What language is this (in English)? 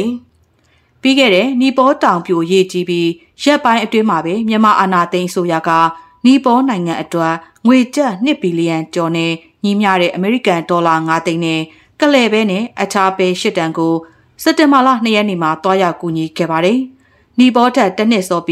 Burmese